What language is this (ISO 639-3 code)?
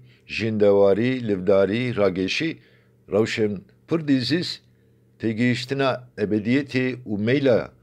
kur